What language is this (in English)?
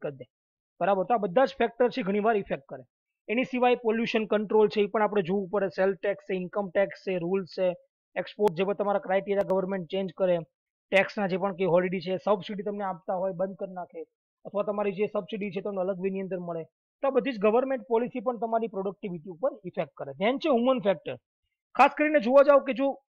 Gujarati